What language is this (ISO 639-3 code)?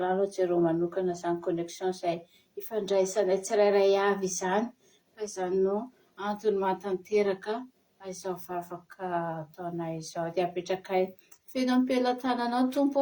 mlg